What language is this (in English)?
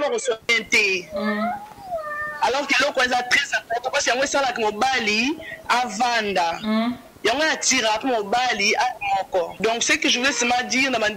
Lingala